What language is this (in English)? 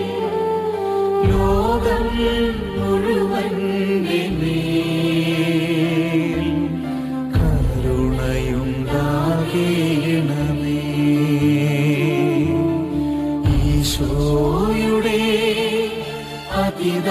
Malayalam